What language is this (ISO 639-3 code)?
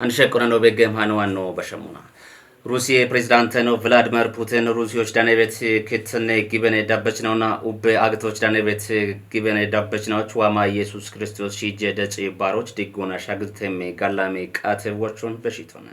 kbr